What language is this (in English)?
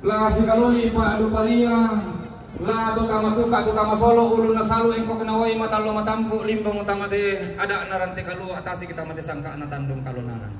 Toraja-Sa'dan